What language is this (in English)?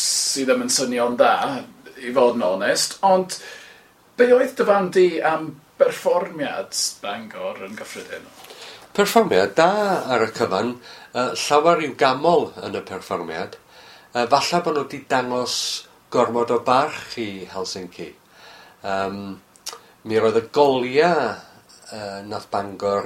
Welsh